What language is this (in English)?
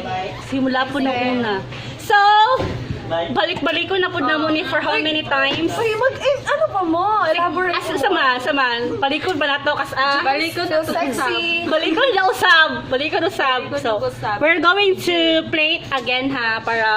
Cebuano